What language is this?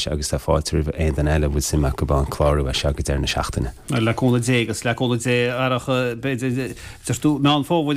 Irish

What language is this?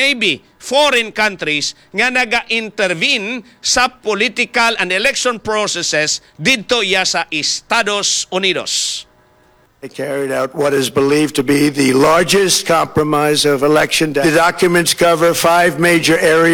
Hiligaynon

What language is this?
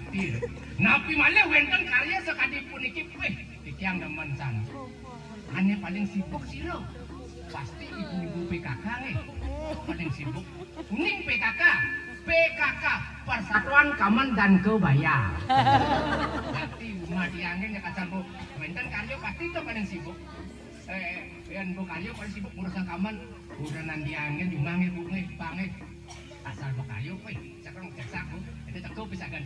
Balinese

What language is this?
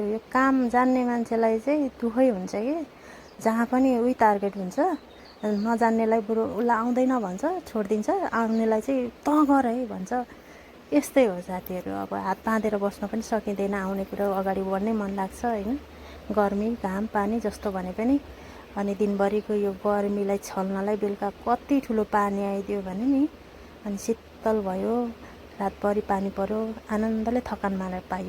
Nepali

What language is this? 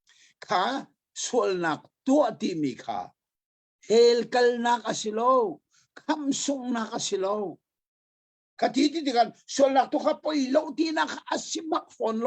Hakha Chin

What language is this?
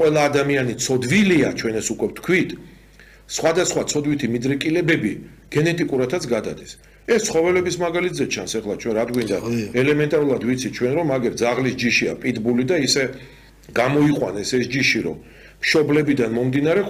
Georgian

